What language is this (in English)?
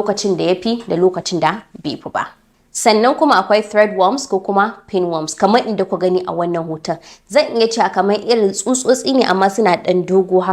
Hausa